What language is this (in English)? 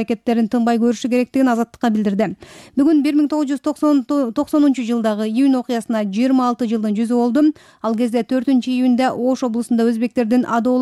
Kyrgyz